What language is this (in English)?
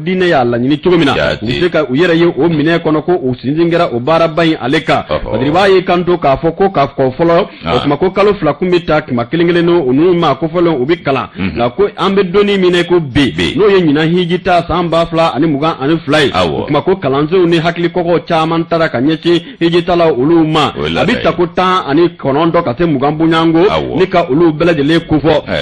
Bambara